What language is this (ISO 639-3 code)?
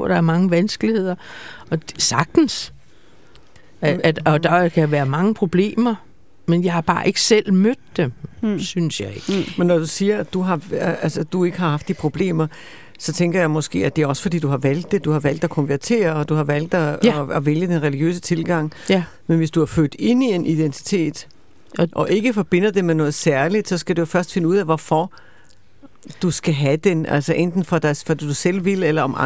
dan